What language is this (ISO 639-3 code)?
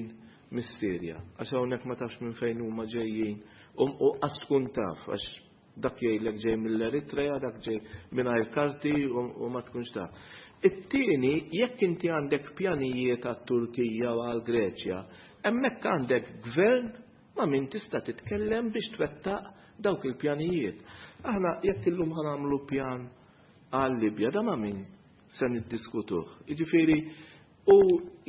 mlt